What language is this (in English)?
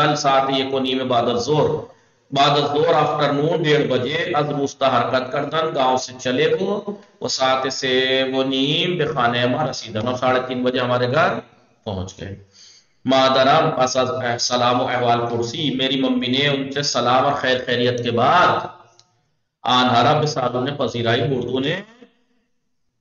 Urdu